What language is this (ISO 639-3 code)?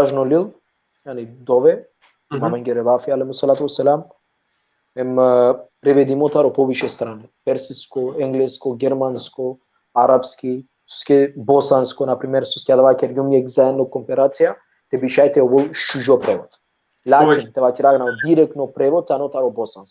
rmn